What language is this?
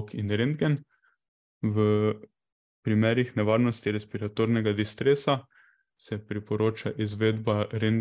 Slovenian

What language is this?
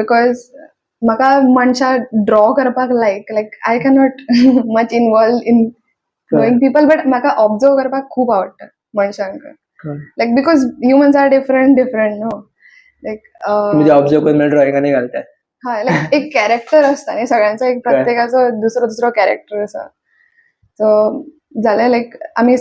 Konkani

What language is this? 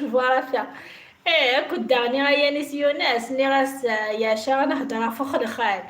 Kabyle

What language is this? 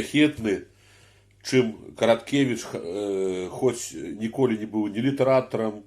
Belarusian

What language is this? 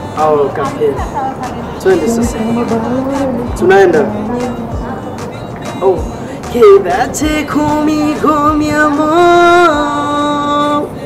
Swahili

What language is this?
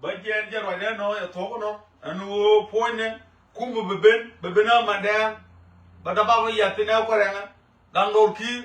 Nuer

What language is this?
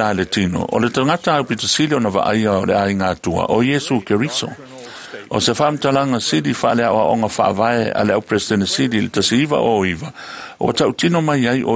Samoan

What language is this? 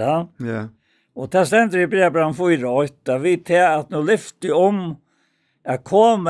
Faroese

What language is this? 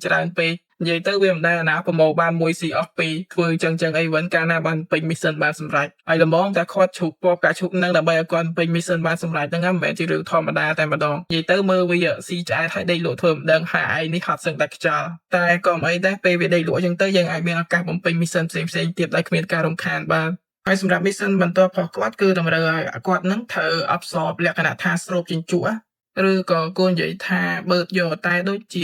Khmer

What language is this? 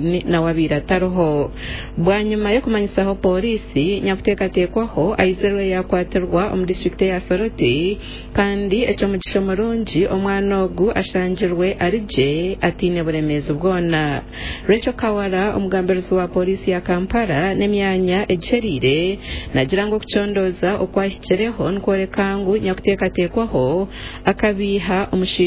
Nyankole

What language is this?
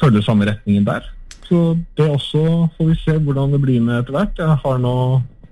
Norwegian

